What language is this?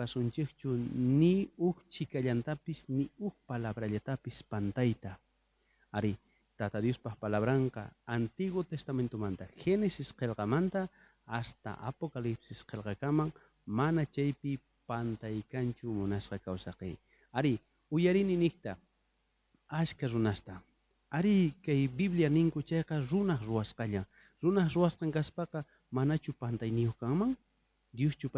South Bolivian Quechua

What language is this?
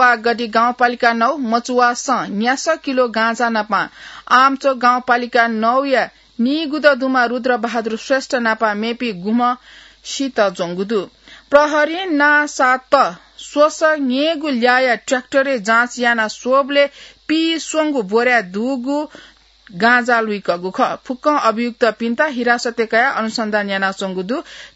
Newari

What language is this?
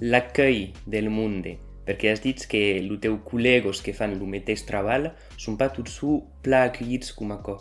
Occitan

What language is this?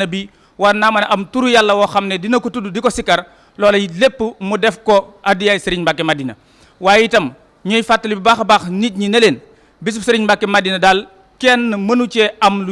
Wolof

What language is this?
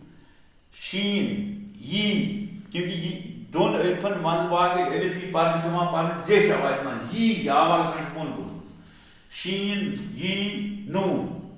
Kashmiri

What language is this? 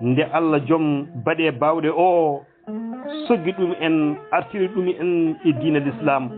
Fula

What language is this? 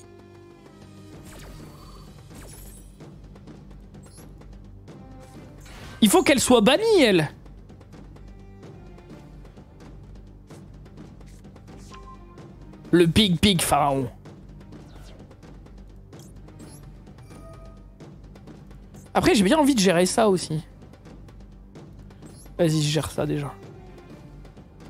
French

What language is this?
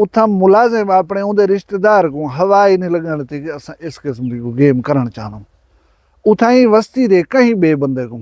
Saraiki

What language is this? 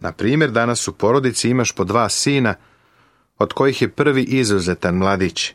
Serbian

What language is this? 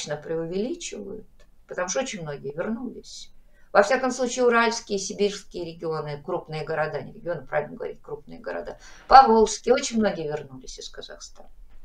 Russian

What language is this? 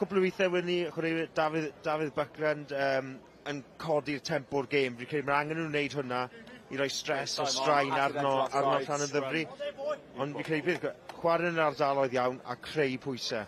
Welsh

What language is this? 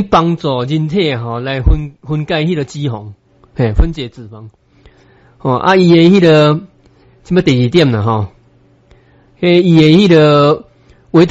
Min Nan Chinese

